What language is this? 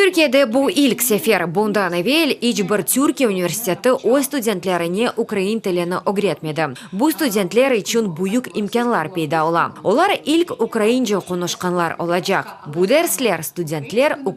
Crimean Tatar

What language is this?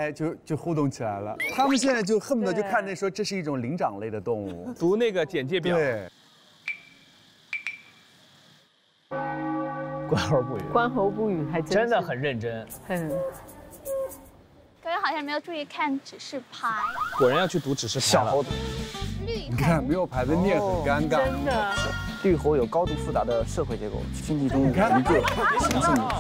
Chinese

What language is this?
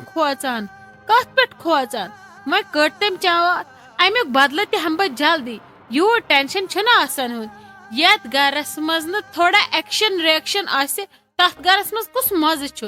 Kashmiri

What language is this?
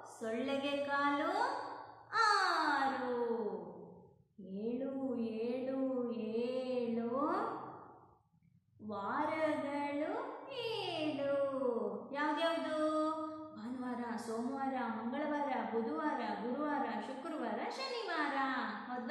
Kannada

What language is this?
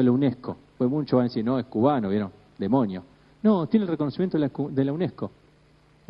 Spanish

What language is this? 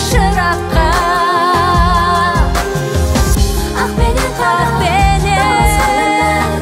Kazakh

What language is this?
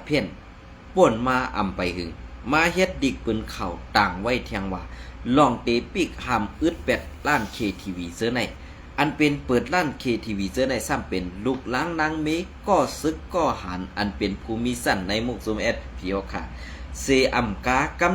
Shan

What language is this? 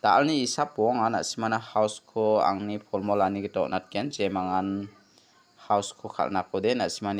Garo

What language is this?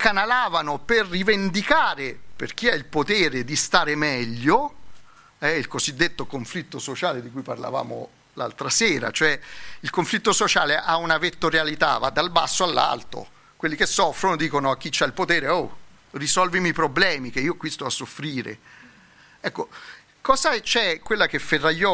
Italian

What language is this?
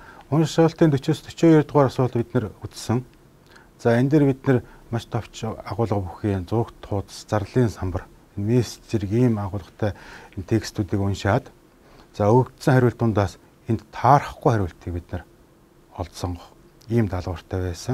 Mongolian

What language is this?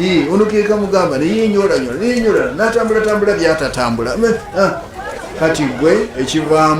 Ganda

